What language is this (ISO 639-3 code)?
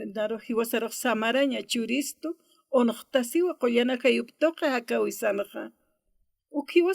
aym